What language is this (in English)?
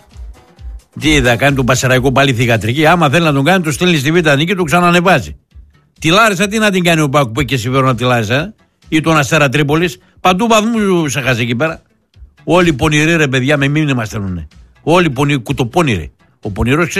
Greek